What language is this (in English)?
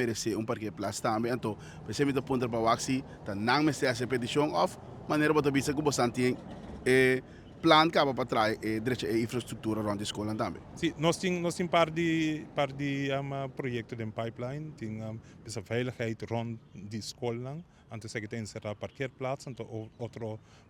Papiamento